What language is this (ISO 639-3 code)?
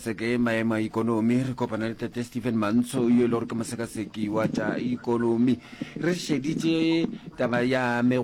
nso